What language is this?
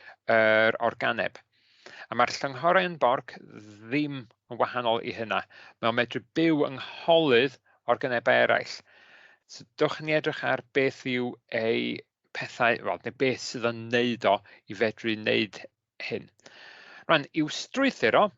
Welsh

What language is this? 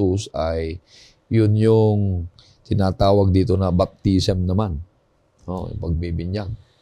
Filipino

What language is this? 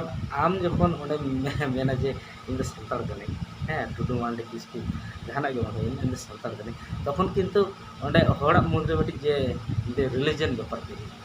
Santali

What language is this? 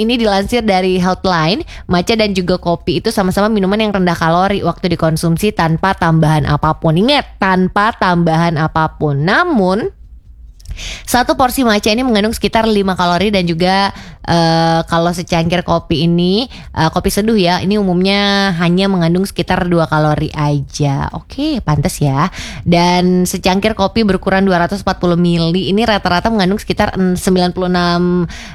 Indonesian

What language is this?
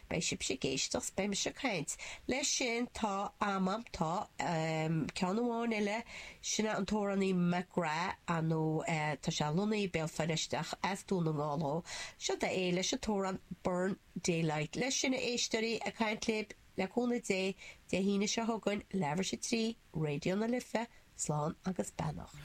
Irish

